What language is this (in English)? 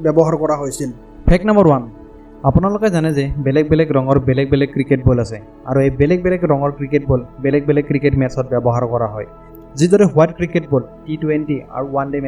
Assamese